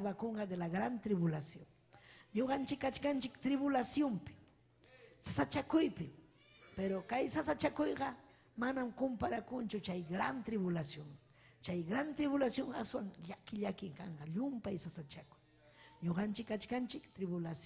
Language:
Ayacucho Quechua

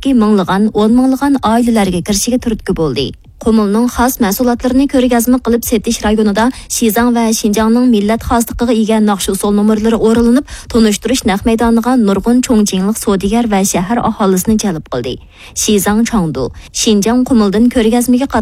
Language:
Uyghur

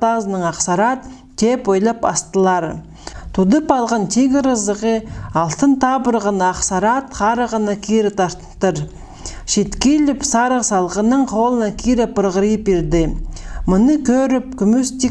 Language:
Khakas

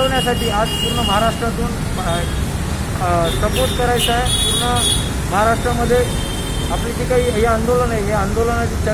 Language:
Marathi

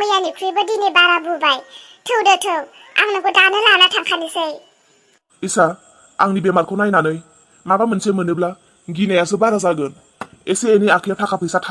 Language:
Bodo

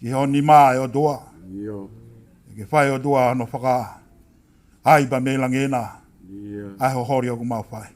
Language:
Tongan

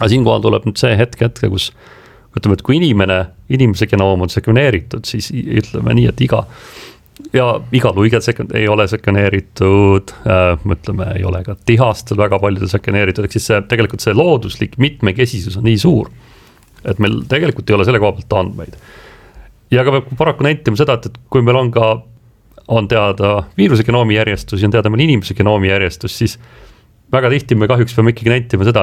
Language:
Estonian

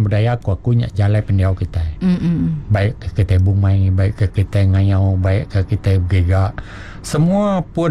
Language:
Iban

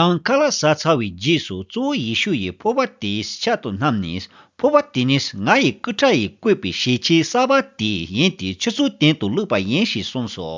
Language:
Tibetan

